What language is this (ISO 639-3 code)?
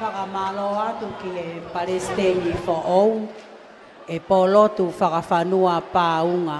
ton